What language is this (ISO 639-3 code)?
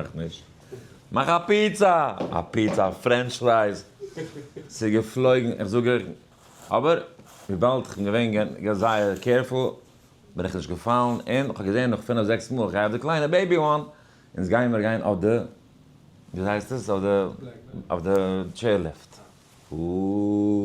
yid